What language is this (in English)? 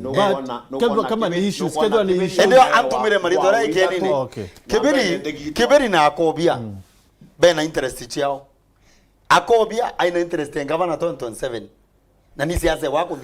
Meru